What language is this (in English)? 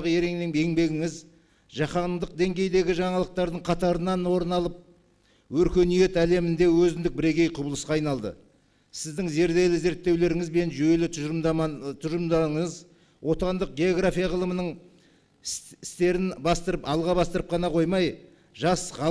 Kazakh